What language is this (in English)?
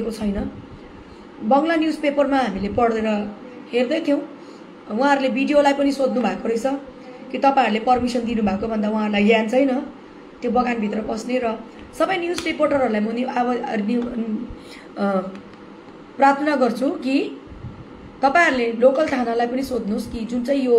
Nepali